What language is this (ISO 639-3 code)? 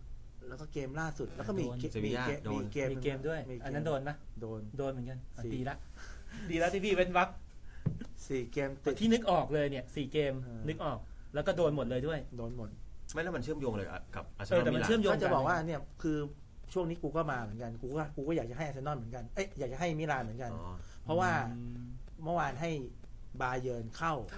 tha